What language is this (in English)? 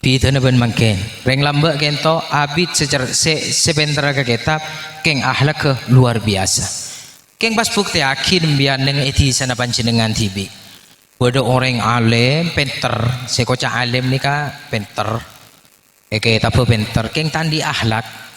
Madurese